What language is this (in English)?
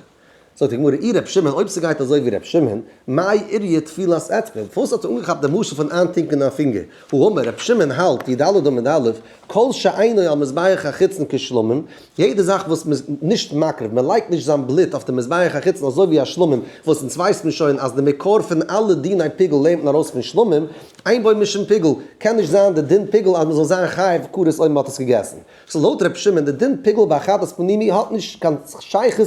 Yiddish